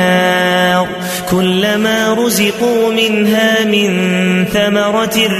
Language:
Arabic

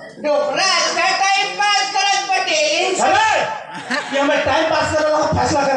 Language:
Chhattisgarhi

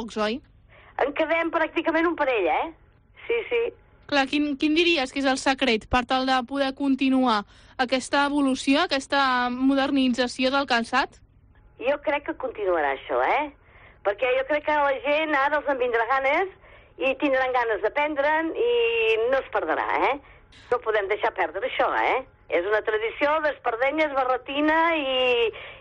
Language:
Catalan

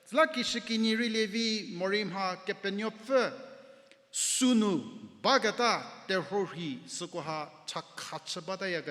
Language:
Angami Naga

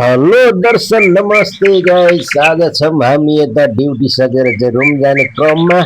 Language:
Nepali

